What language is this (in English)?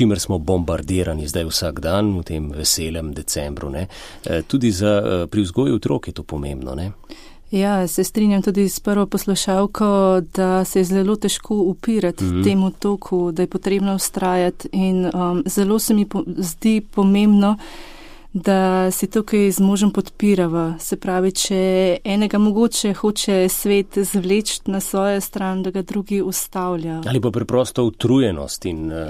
Slovenian